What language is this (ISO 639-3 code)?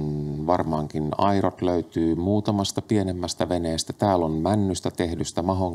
fin